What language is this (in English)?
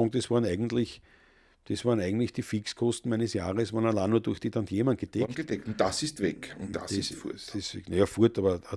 Bavarian